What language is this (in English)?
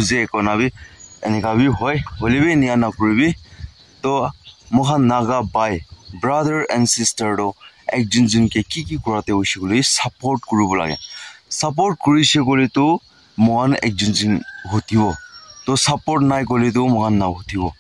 Naga Pidgin